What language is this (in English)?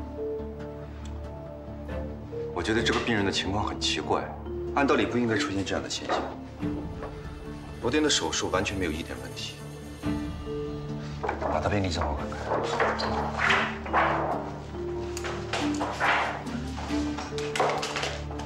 Chinese